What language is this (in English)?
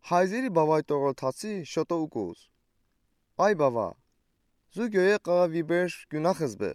Udi